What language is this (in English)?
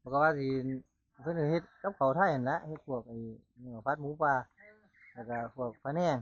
Lao